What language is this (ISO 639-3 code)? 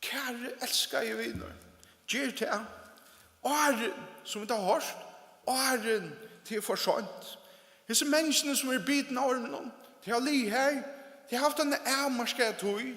fao